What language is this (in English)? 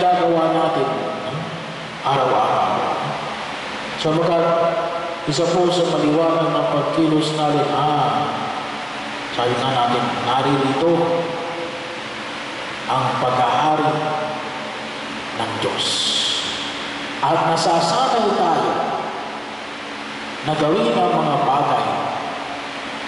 Filipino